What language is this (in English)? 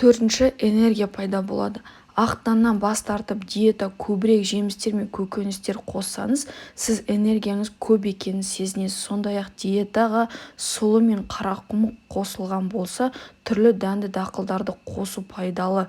Kazakh